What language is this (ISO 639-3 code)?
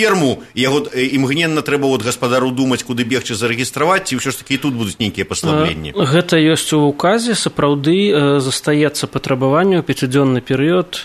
bel